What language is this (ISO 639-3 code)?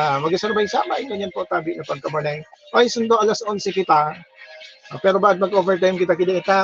bik